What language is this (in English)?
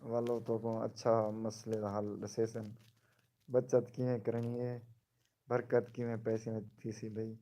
Saraiki